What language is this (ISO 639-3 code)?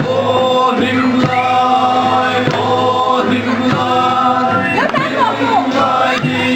lus